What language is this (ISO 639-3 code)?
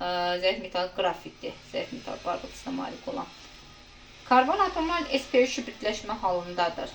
aze